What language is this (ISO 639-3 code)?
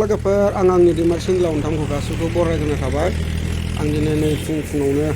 brx